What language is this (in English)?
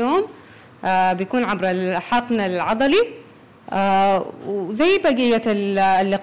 Sudanese Arabic